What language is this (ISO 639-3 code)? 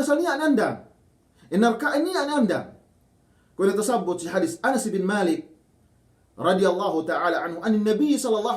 yka